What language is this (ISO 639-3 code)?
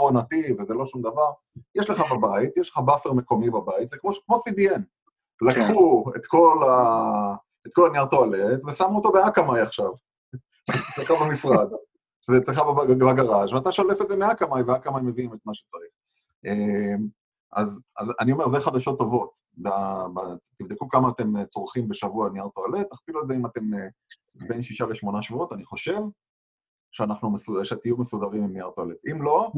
heb